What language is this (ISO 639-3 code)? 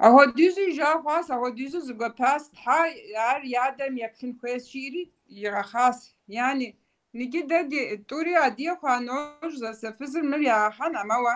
kbd